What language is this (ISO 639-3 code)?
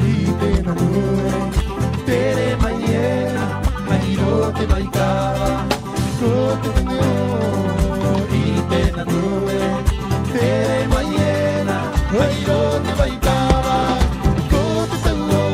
rap